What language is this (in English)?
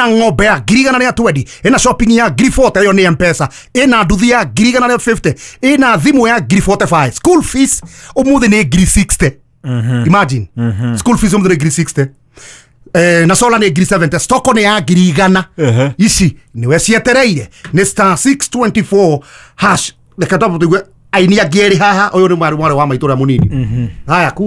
Kikuyu